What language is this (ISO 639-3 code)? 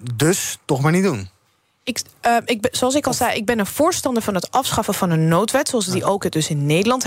nld